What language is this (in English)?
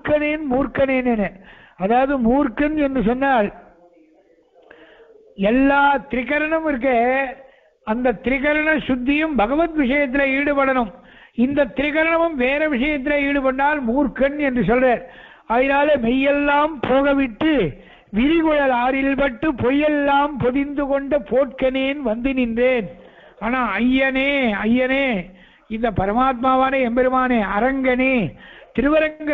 Tamil